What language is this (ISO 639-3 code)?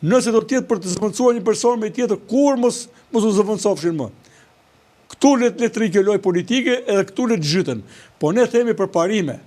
sqi